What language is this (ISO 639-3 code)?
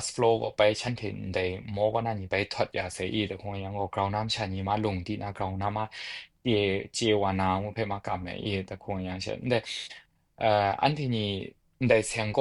kac